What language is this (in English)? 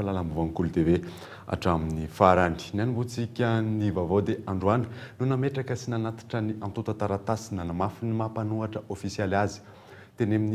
Malagasy